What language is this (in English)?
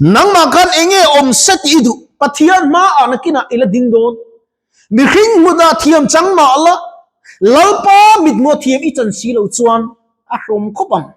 Mizo